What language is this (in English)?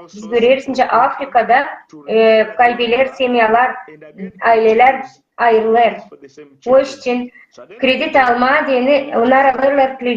Gagauz